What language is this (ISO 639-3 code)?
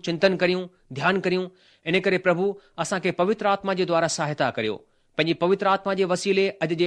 snd